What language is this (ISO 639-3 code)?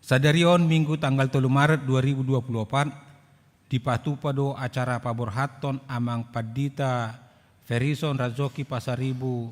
bbc